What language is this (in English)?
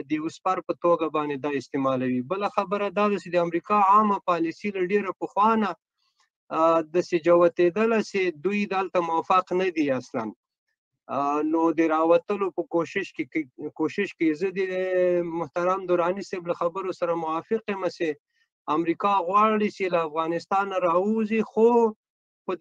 Pashto